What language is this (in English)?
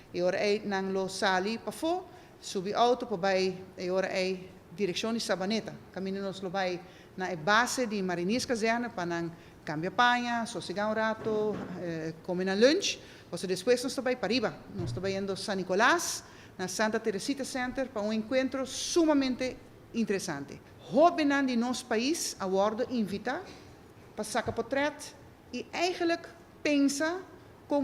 Papiamento